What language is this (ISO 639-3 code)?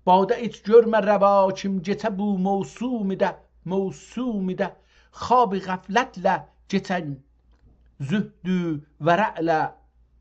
azb